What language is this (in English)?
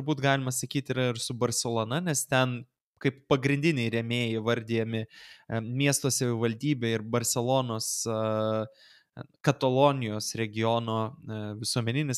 Lithuanian